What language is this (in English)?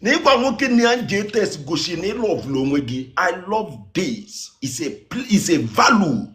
Igbo